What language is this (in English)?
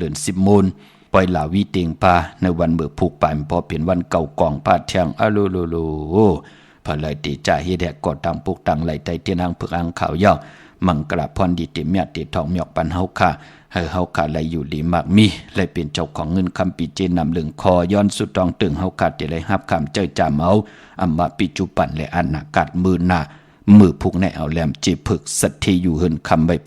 Shan